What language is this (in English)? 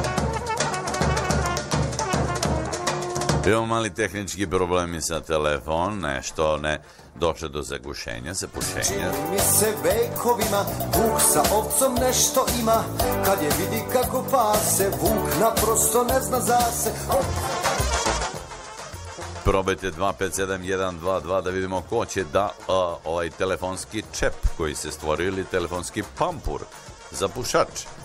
Serbian